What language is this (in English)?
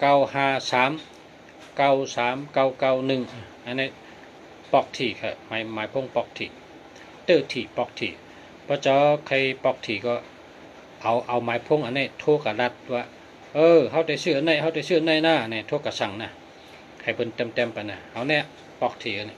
Shan